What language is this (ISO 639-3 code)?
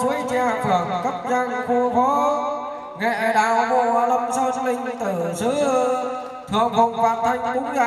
vie